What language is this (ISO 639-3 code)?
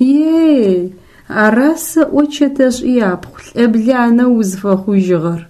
ady